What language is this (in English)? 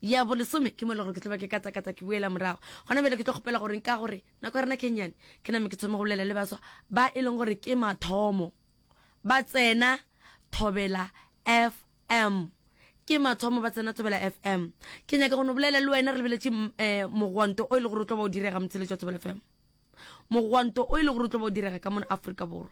Northern Sotho